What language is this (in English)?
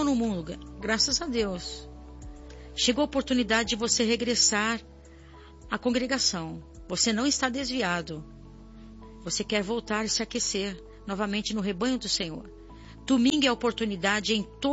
Portuguese